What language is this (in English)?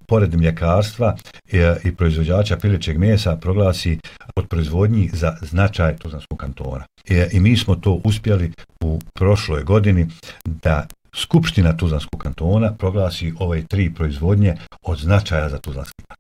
Bosnian